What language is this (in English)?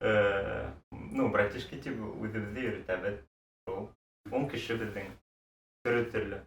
Bashkir